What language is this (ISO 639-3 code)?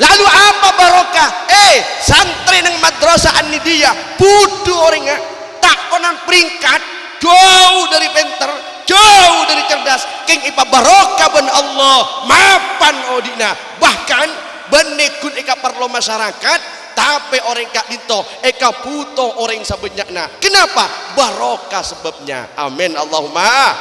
mad